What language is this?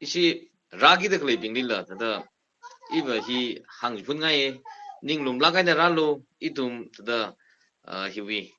Tangkhul Naga (India)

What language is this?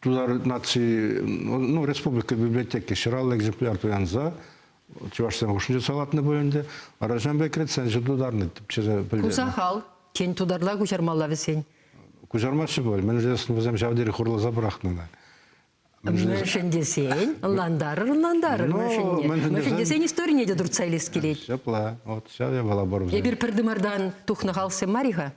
Chuvash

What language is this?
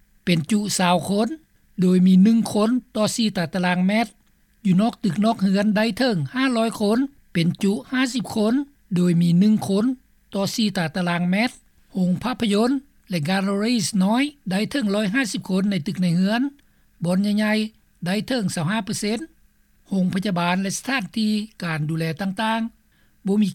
Lao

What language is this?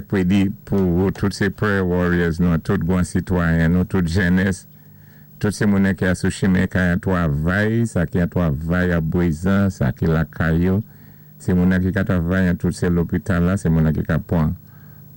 Saint Lucian Creole French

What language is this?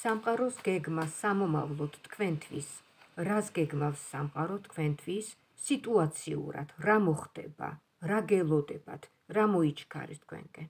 Georgian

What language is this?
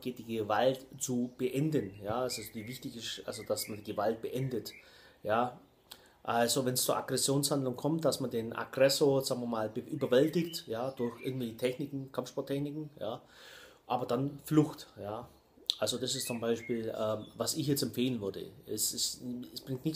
German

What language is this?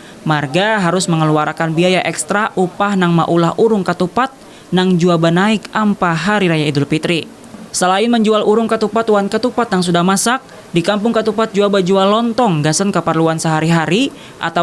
Banjar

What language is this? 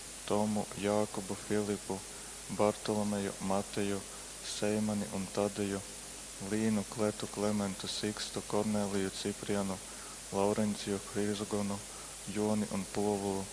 Latgalian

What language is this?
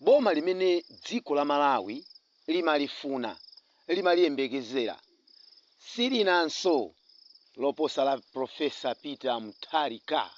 Nyanja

